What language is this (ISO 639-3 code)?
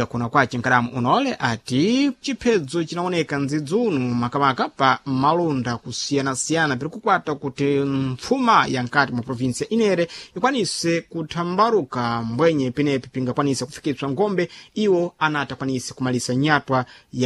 seh